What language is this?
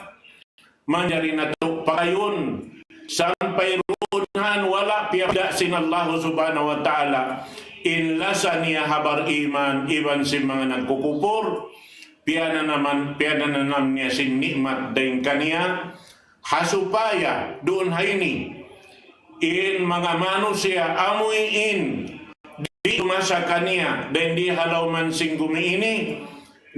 Tausug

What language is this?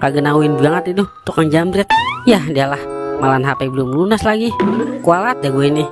Betawi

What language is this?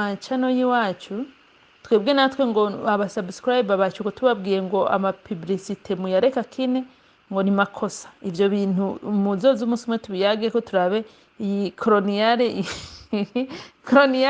Rundi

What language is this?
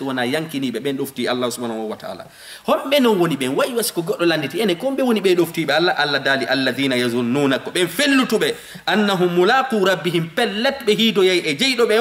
Fula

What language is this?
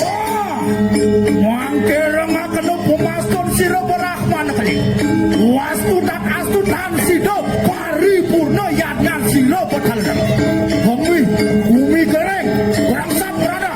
Balinese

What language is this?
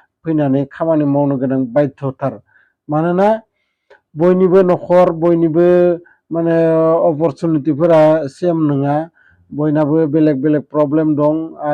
Bodo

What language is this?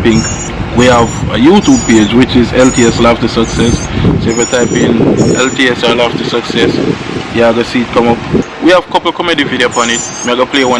Jamaican Creole English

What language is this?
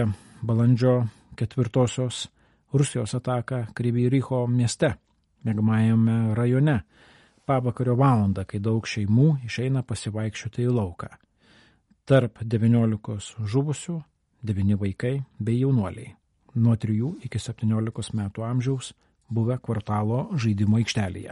Lithuanian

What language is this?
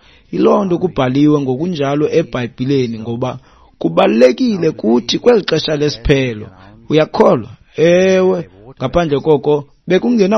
Xhosa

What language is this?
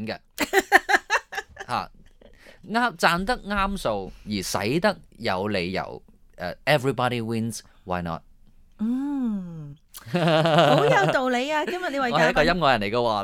Cantonese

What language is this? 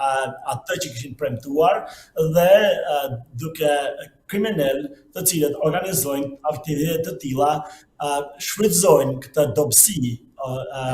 Albanian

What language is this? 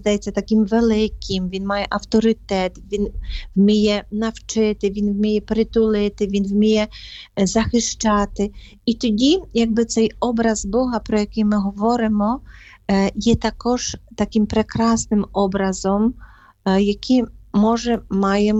Ukrainian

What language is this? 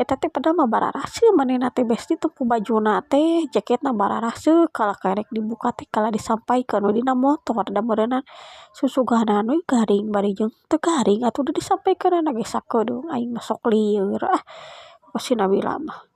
Sundanese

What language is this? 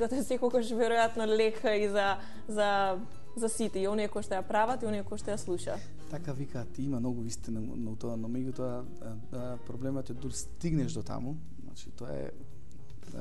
Macedonian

